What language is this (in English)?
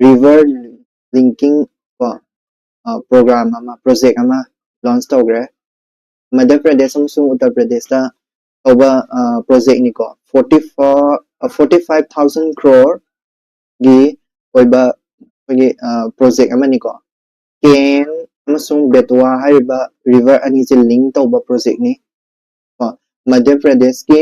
Manipuri